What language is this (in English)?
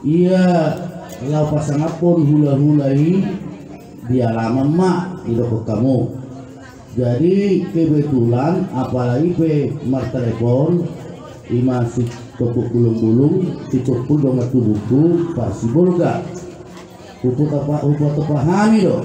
Batak Toba